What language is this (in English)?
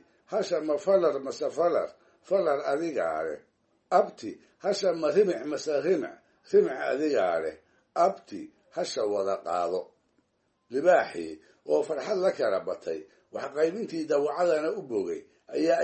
Somali